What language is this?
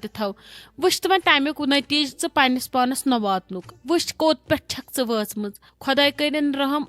Kashmiri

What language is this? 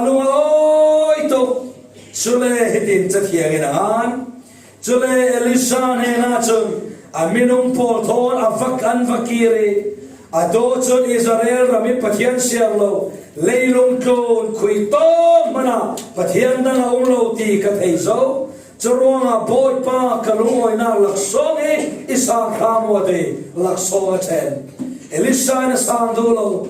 Falam Chin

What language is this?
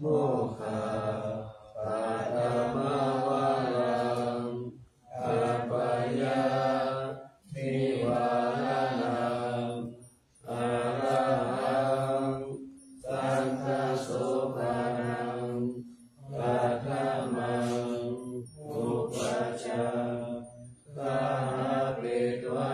Pali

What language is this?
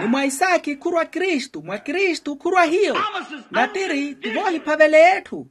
Makhuwa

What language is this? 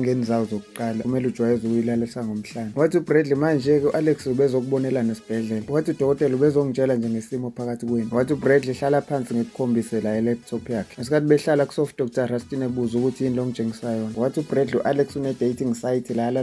Zulu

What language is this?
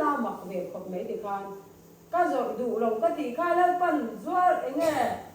Mizo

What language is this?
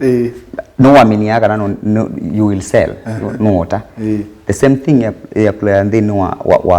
Kamba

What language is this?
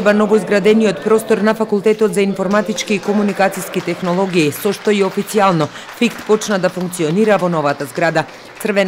Macedonian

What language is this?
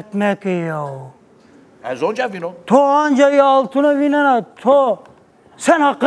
Zaza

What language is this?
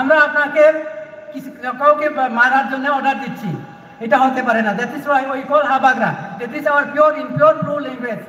Riang (India)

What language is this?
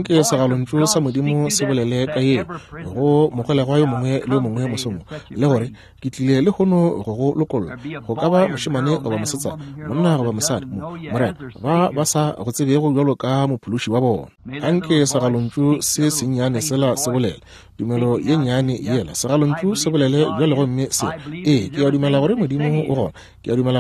Northern Sotho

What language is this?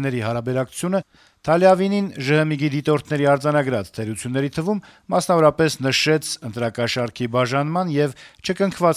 Armenian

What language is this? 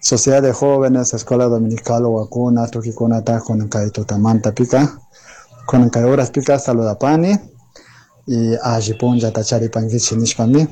Chimborazo Highland Quichua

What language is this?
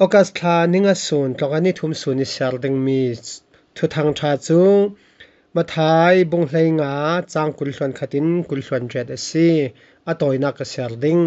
Falam Chin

